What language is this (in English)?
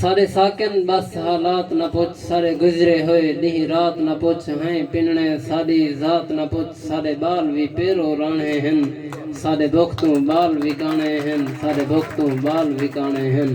Saraiki